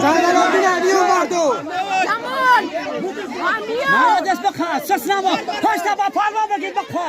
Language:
Tajik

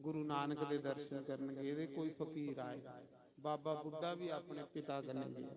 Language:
Dogri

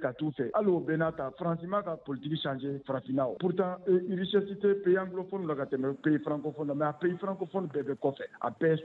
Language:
Bambara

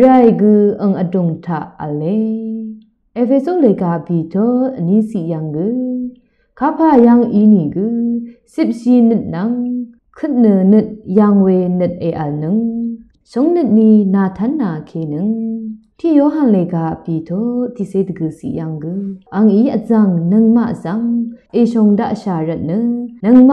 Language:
Rawang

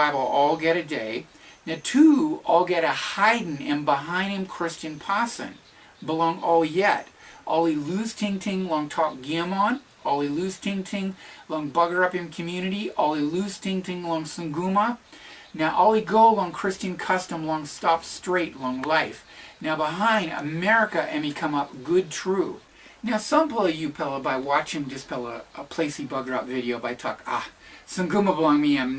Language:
Tok Pisin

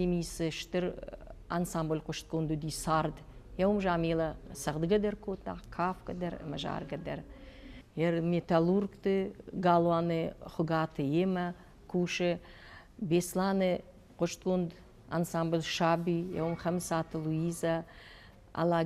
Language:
Ossetic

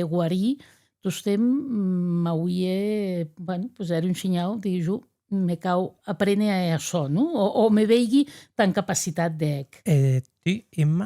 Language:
Occitan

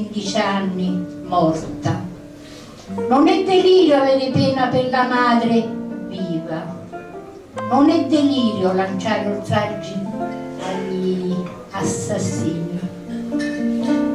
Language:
Italian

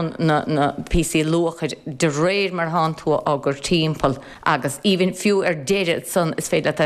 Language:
Irish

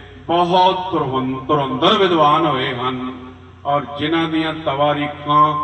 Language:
Punjabi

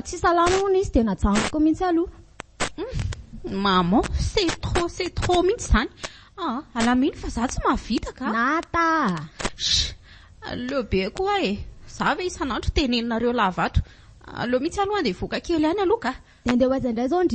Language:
Malagasy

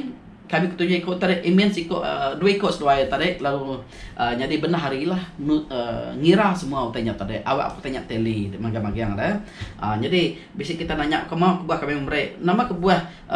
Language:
Iban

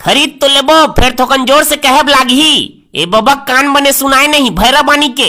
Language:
Chhattisgarhi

